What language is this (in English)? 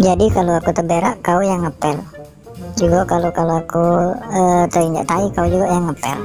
Musi